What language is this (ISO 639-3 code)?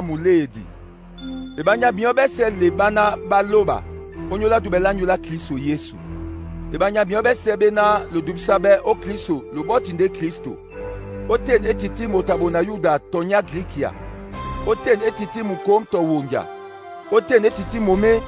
dua